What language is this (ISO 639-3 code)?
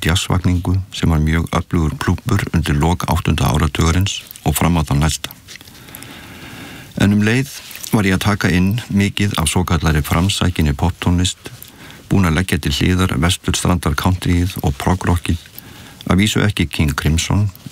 isl